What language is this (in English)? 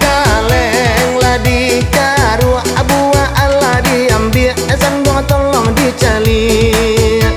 Minangkabau